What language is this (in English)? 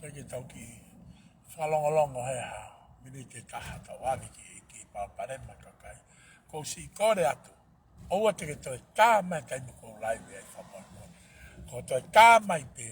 Tongan